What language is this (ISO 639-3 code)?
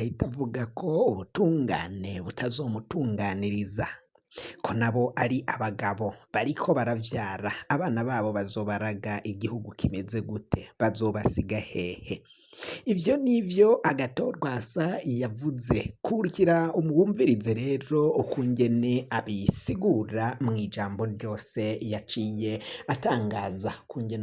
run